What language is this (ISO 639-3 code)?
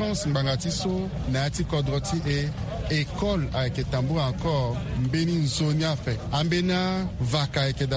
sag